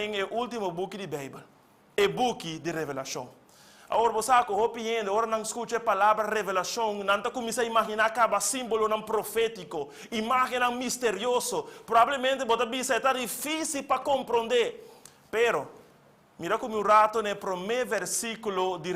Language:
Papiamento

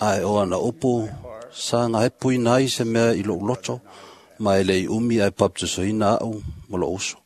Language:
Samoan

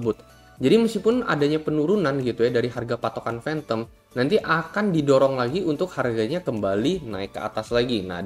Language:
Indonesian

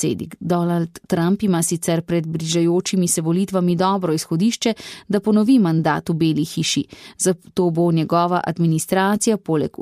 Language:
Slovenian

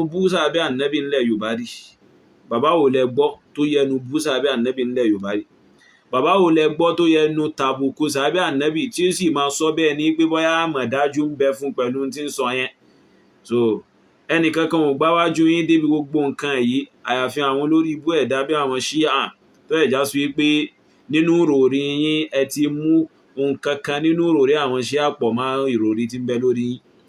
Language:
Yoruba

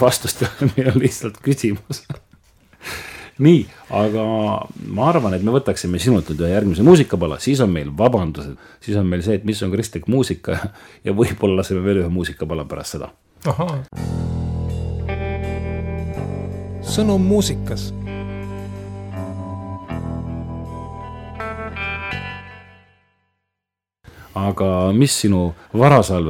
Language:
Estonian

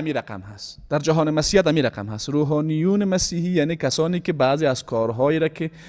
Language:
Persian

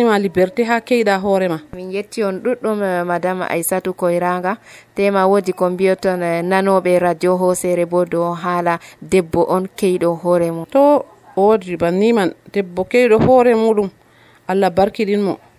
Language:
Nigerian Fulfulde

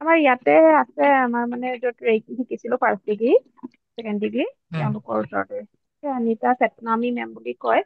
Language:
Assamese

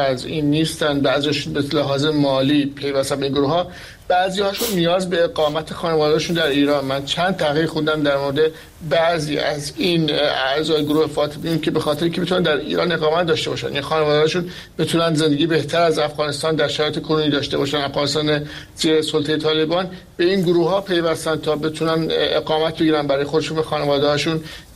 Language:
Persian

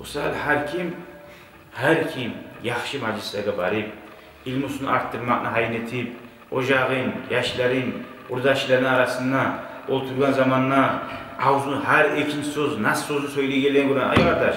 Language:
Kumyk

